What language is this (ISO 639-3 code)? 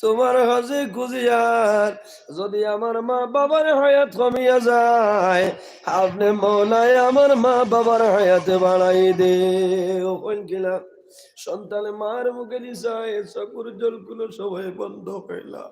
syl